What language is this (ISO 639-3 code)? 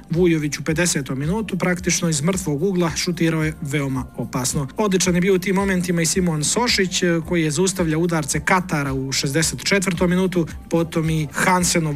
srp